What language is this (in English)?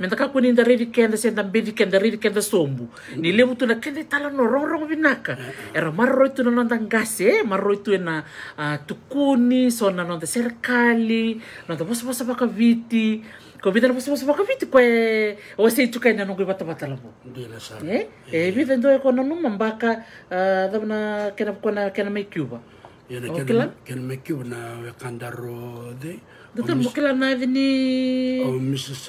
Fijian